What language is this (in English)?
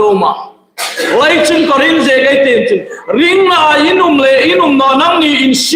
Hmar